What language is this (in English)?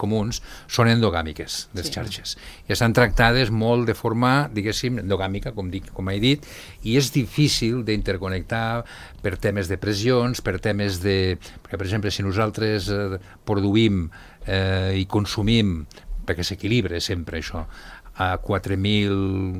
Catalan